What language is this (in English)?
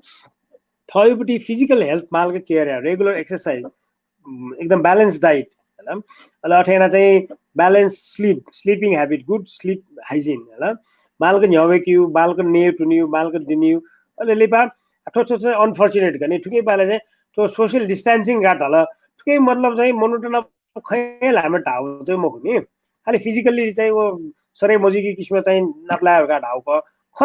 Newari